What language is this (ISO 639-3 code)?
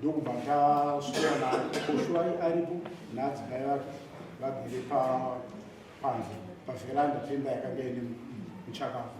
sna